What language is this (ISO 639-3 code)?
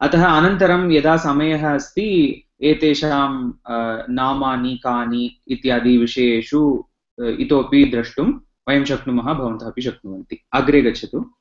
san